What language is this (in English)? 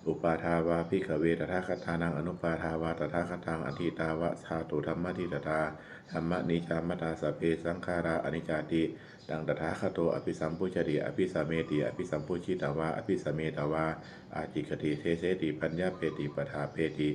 Pali